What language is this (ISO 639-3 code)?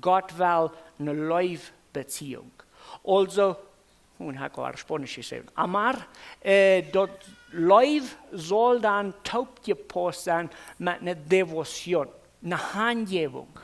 pdt